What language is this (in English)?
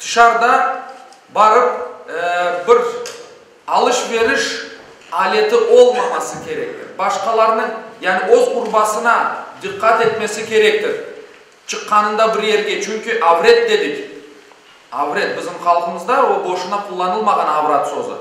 Crimean Tatar